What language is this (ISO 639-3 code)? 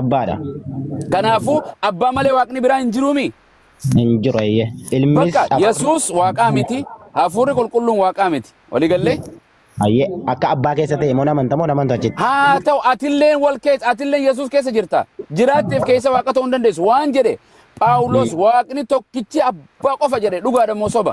orm